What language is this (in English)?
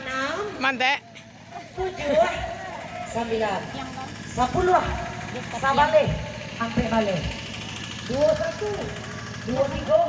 Minangkabau